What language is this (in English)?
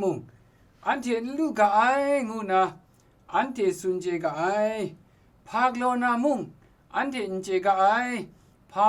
Kachin